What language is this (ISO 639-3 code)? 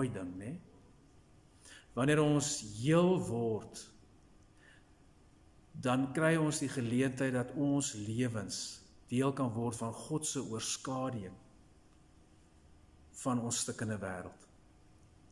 afr